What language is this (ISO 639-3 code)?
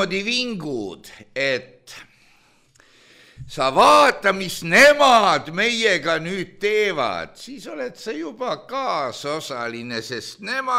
est